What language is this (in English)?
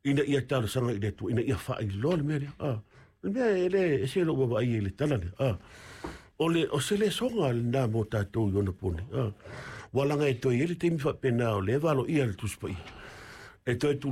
Samoan